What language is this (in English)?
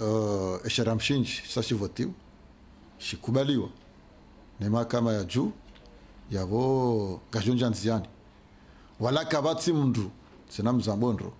Ngazidja Comorian